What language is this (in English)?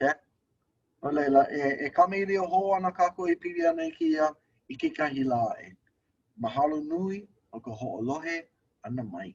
Hawaiian